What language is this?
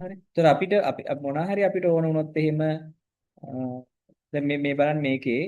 Sinhala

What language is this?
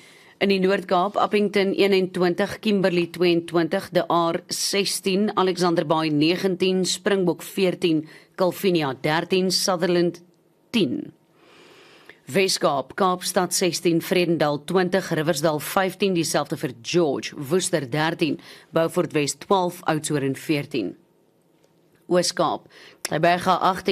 Afrikaans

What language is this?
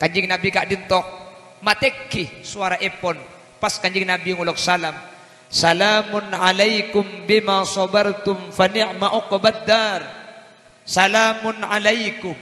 Madurese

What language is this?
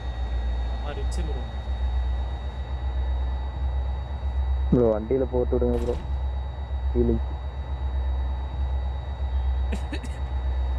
Tamil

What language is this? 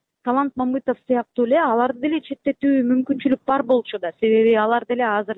Kyrgyz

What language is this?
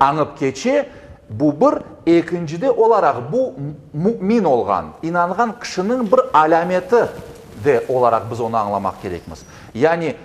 Crimean Tatar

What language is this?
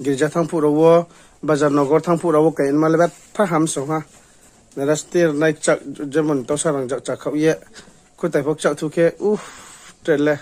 Riang (India)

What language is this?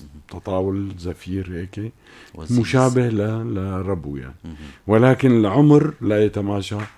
North Levantine Arabic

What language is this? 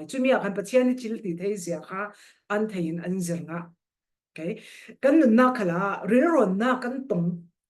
Falam Chin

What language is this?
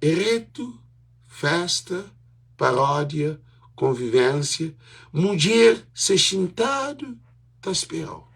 Kabuverdianu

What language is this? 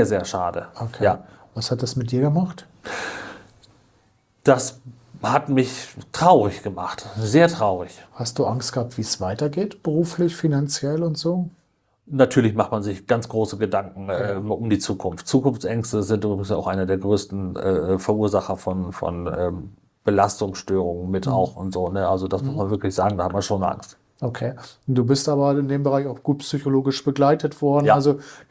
German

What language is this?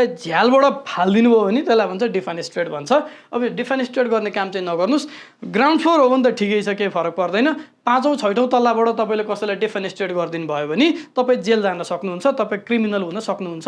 Nepali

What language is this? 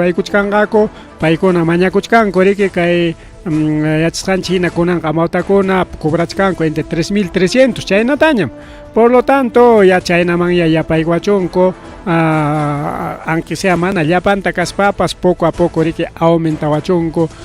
Ayacucho Quechua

